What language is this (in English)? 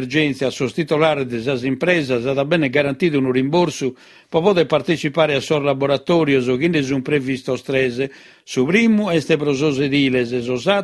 Sardinian